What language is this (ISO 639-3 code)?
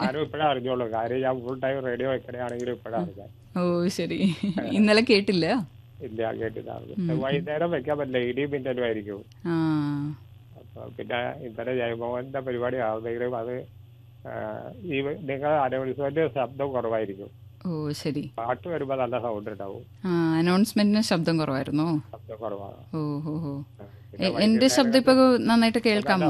mal